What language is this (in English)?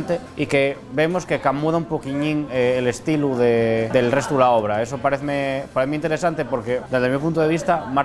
Asturian